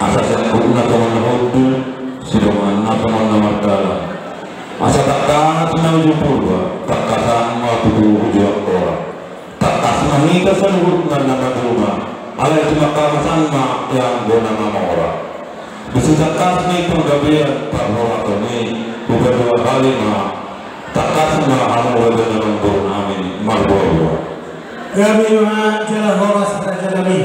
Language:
Batak Toba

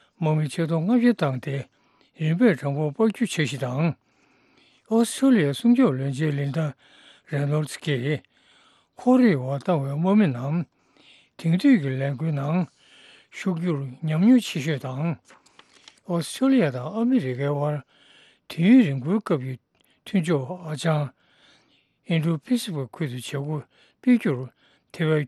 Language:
Tibetan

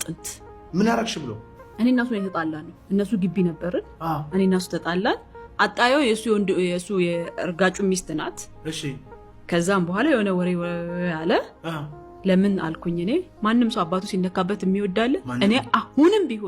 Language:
Amharic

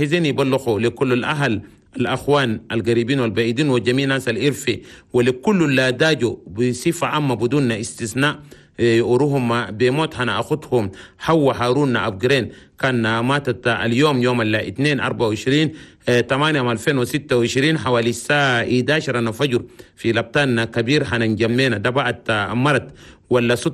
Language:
Chadian Arabic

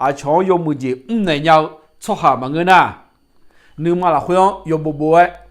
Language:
Akha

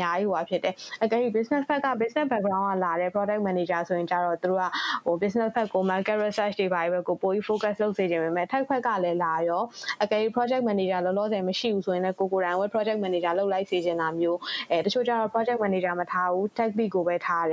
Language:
Burmese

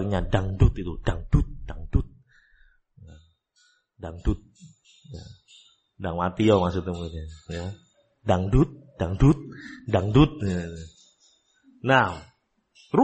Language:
Indonesian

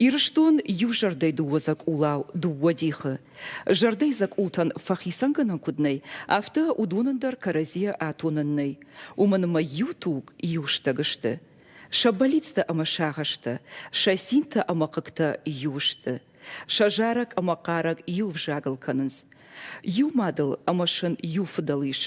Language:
Ossetic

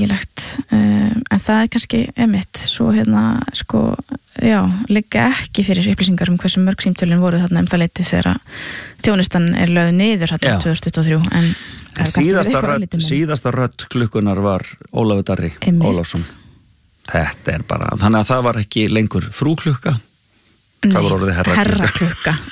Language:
Icelandic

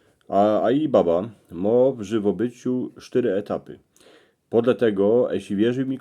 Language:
Silesian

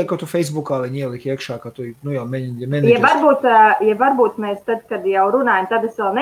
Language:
Latvian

